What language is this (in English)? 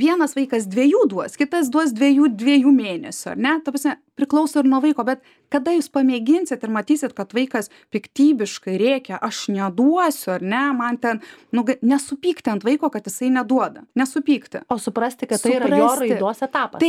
Lithuanian